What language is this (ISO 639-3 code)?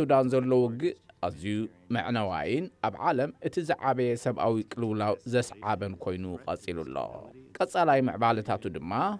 tir